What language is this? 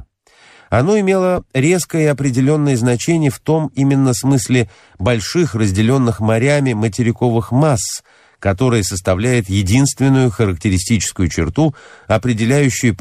Russian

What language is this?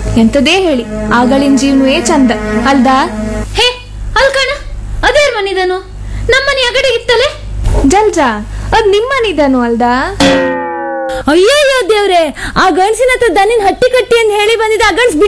Kannada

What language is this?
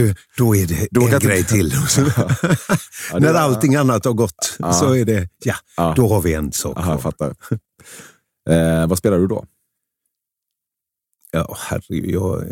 Swedish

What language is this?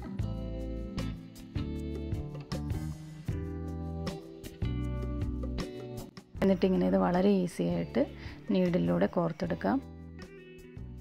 Malayalam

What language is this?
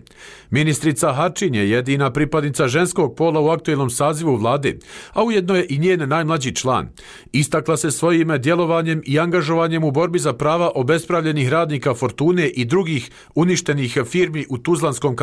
Bosnian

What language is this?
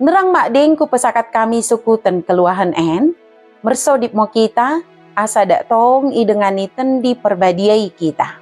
Batak Dairi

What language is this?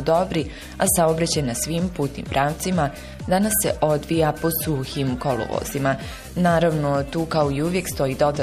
Bosnian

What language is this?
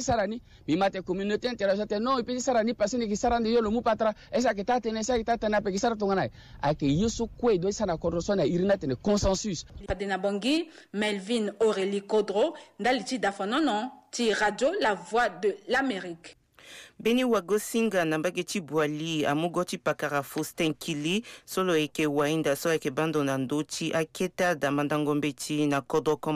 Sango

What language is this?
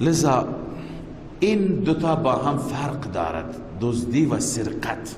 Persian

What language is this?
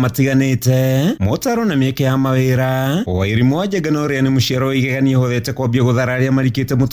Kikuyu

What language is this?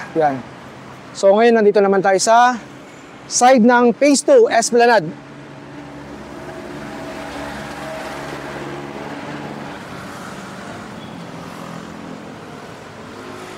Filipino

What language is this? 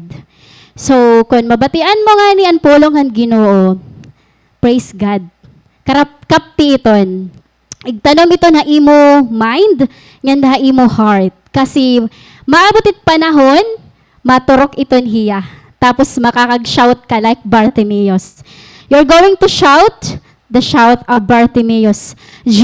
Waray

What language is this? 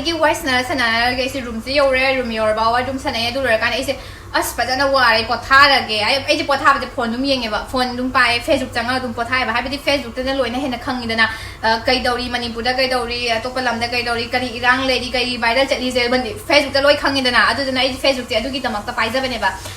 Manipuri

